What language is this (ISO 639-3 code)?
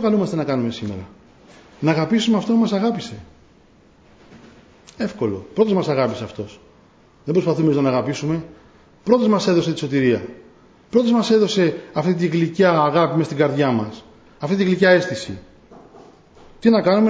ell